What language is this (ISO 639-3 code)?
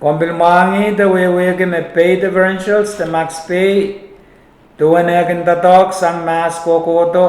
pon